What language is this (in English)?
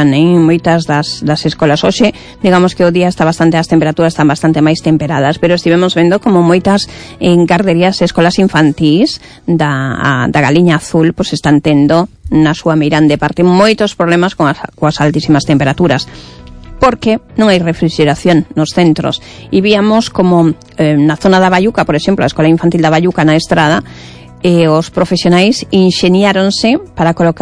Galician